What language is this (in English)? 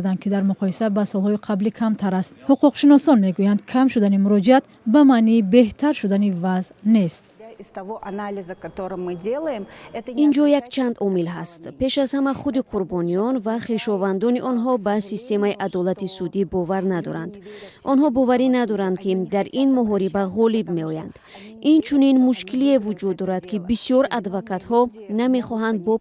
Tajik